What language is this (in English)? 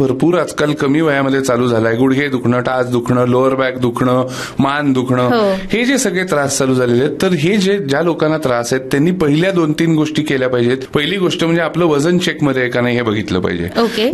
Marathi